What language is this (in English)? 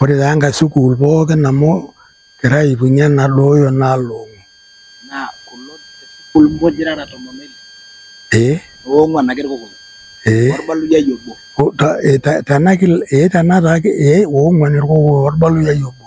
Masai